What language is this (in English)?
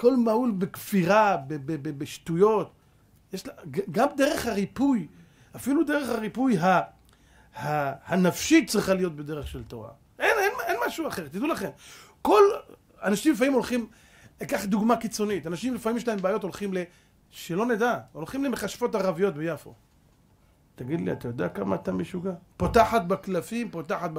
Hebrew